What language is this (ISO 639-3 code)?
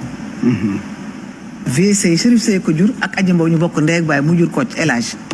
wol